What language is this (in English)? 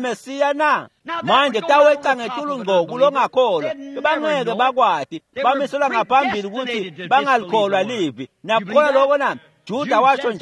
Swati